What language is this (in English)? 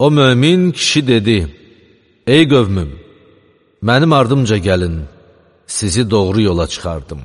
Azerbaijani